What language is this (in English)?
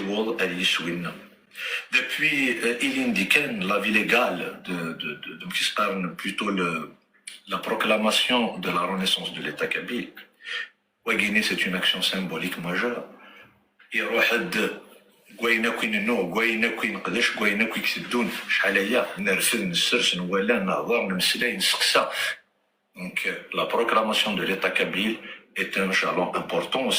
Kabyle